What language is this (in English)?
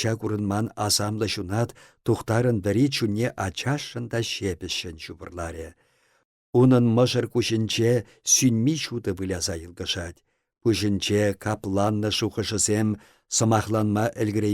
Chuvash